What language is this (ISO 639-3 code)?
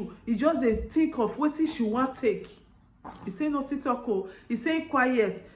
pcm